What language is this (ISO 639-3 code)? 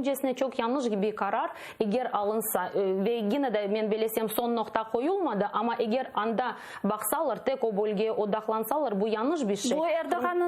crh